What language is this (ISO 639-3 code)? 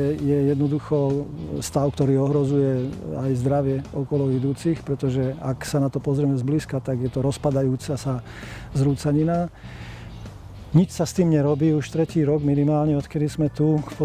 slk